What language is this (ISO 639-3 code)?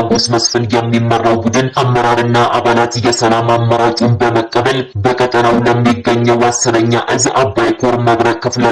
amh